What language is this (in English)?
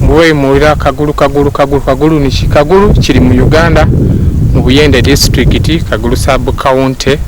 Soga